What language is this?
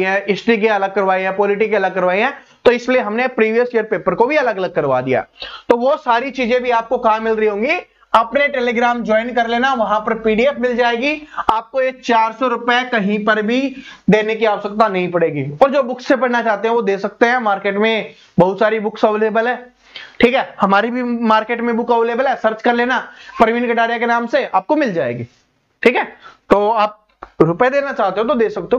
Hindi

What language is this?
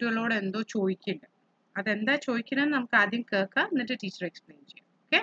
Malayalam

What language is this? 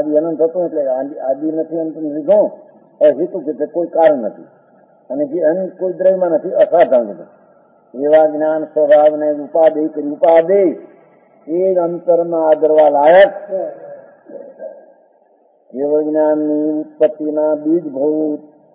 Gujarati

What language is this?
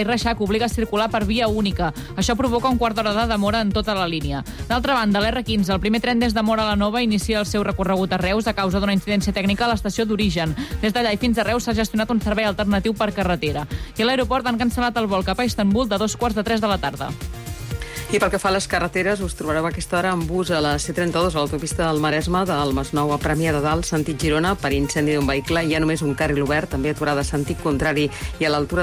Catalan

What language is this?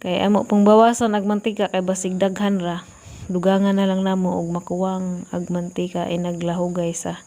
Cebuano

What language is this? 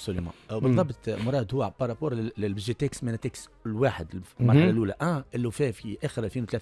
Tunisian Arabic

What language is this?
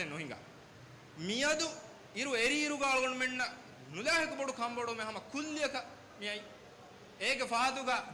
Divehi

